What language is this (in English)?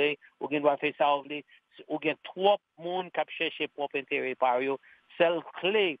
Haitian Creole